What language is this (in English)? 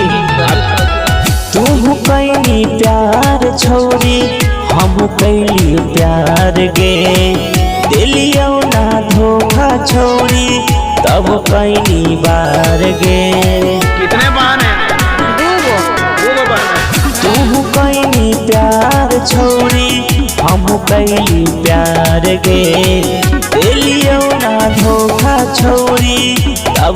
Magahi